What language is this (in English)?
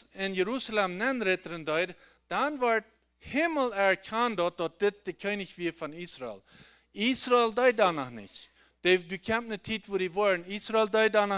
Plautdietsch